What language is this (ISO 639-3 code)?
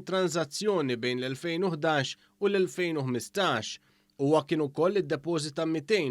mlt